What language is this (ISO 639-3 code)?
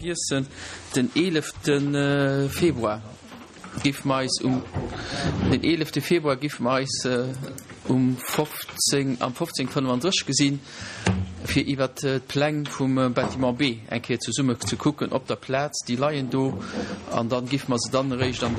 ltz